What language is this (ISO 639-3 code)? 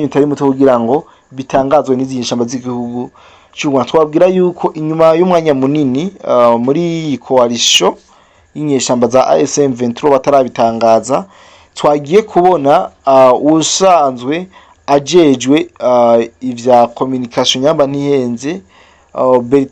run